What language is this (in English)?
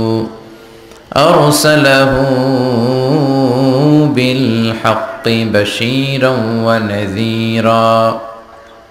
Bangla